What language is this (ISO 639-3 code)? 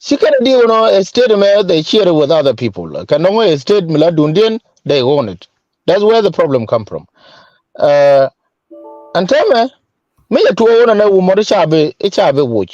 nus